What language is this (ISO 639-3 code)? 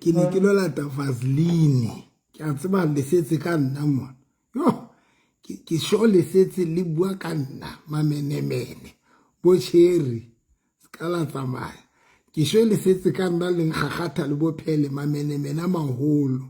sot